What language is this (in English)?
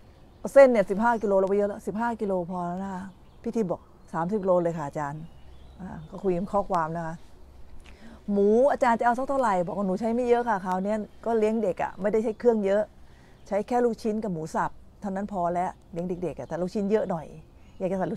Thai